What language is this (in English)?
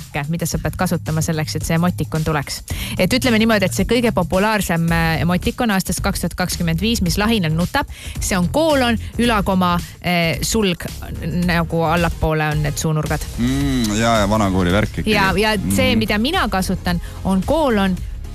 Estonian